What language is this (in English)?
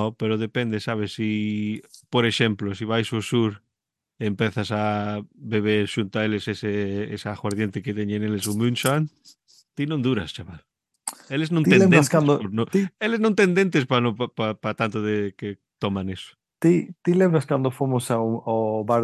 Galician